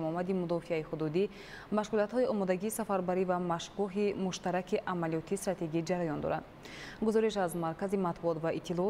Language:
Tajik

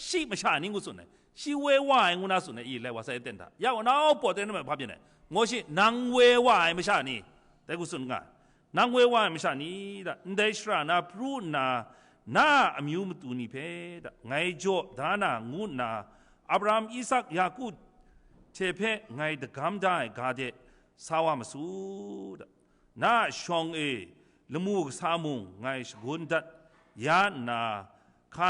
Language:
Kachin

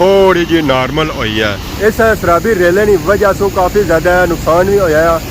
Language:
Pahari-Potwari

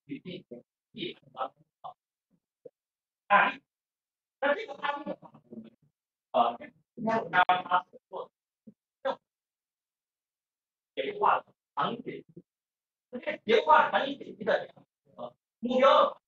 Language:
Chinese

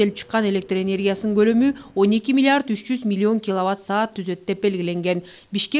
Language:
Kyrgyz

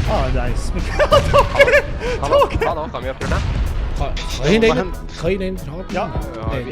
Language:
Swiss German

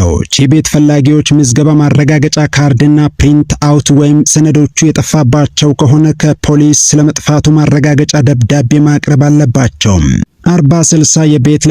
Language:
Amharic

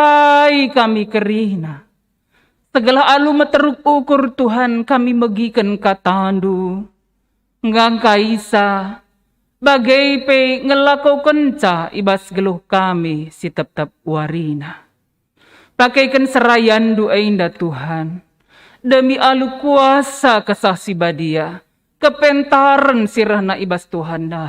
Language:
Batak Karo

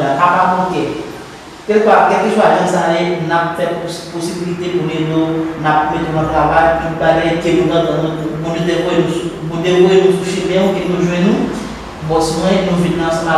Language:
Haitian Creole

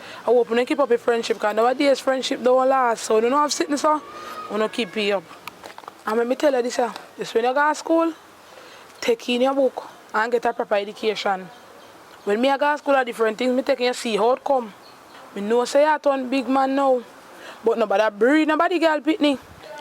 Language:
Jamaican Creole English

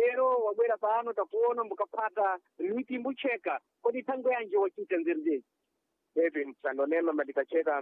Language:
Sena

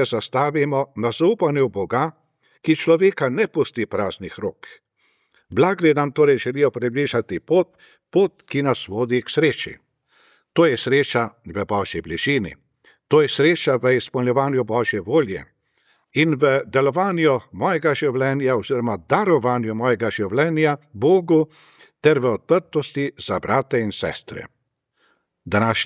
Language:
Slovenian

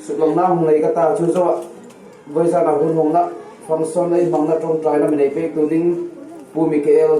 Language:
Hmar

